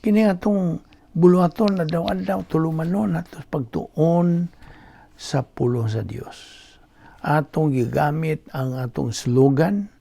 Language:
Cebuano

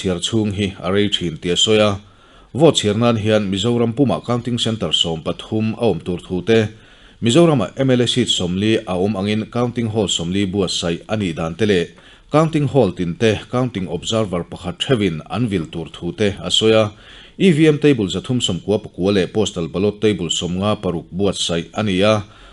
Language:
Mizo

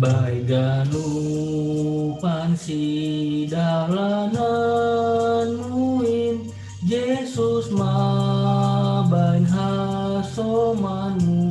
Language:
Batak Simalungun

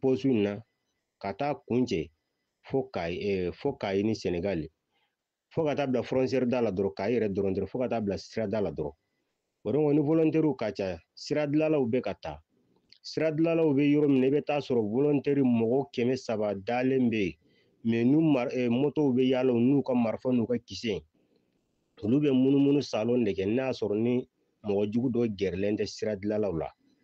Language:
Bambara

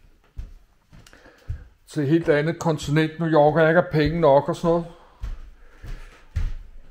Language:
Danish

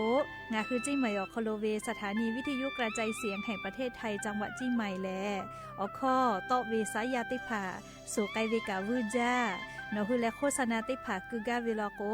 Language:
Lahu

